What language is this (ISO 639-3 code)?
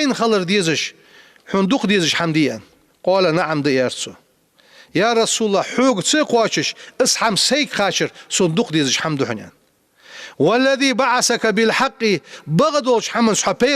inh